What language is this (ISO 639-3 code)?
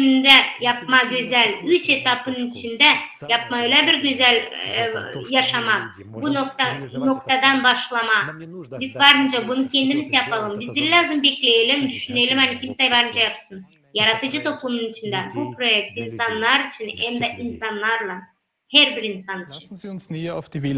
gag